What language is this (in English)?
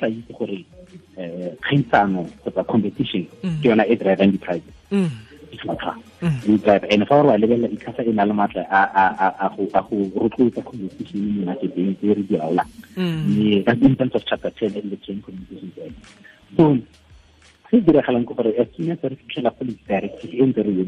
Tswana